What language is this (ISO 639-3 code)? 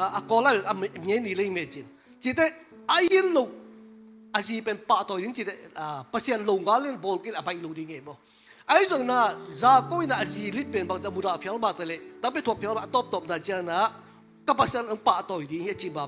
ctd